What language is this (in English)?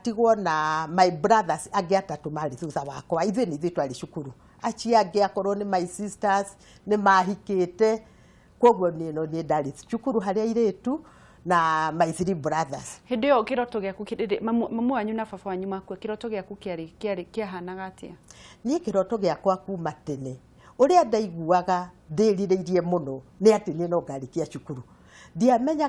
Kikuyu